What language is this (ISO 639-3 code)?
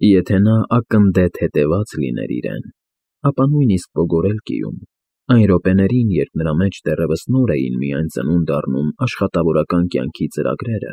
hye